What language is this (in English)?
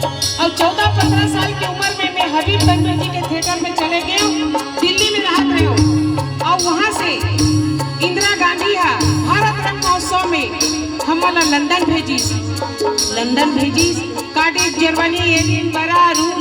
Chhattisgarhi